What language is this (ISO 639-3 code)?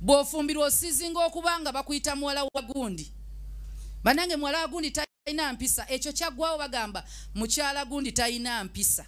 lug